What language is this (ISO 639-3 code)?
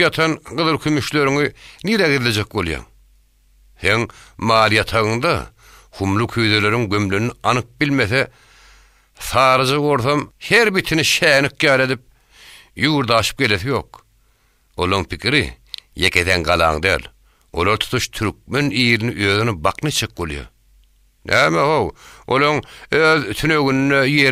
tuk